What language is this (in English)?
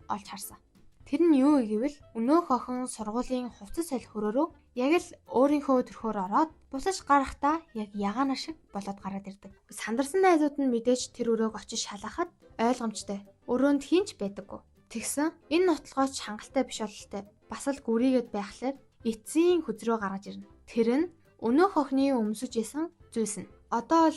Mongolian